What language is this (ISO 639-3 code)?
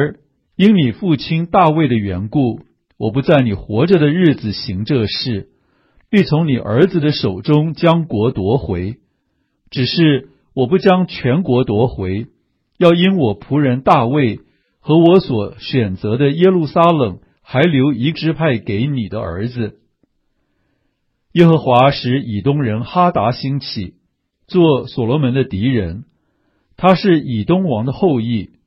zho